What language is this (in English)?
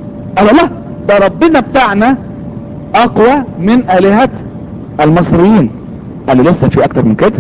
Egyptian Arabic